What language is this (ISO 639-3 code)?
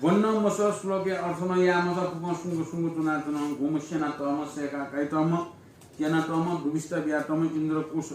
new